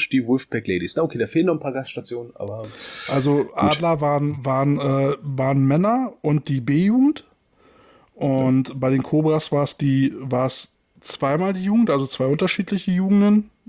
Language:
German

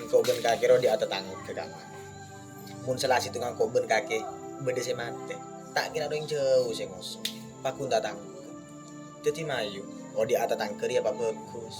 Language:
Madurese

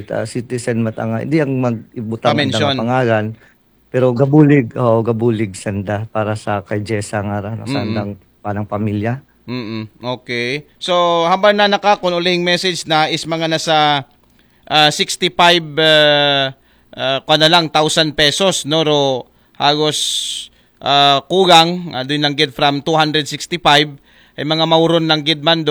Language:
Aklanon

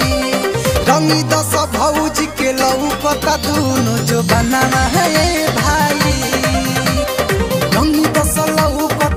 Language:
Bhojpuri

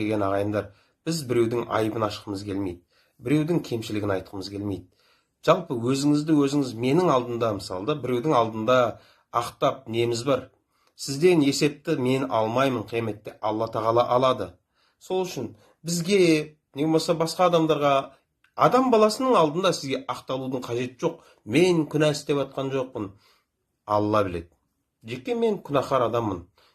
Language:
Kazakh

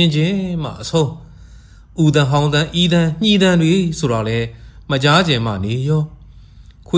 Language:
Burmese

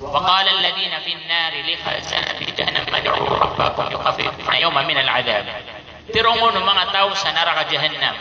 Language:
Maranao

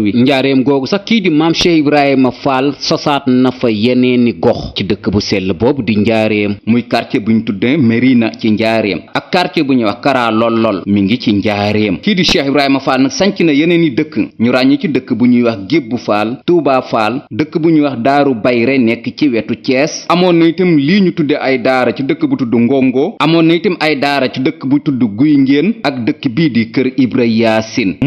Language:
Wolof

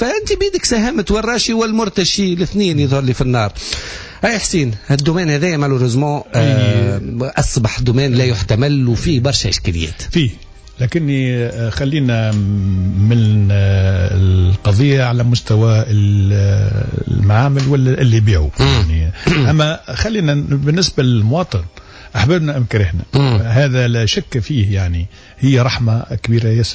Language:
Tunisian Arabic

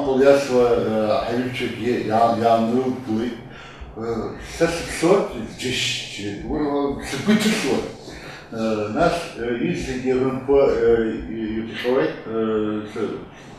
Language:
Abkhazian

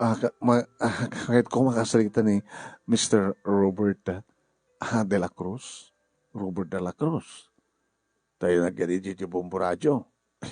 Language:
Iloko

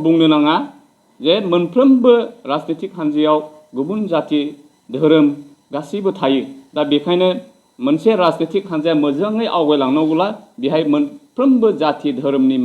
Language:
Bodo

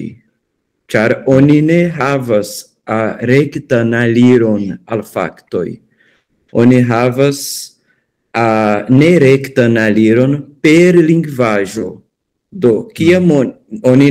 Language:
Esperanto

